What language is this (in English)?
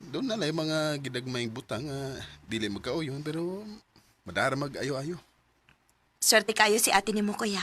Cebuano